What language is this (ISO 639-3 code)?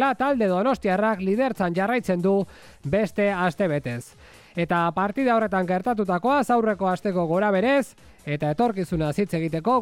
eus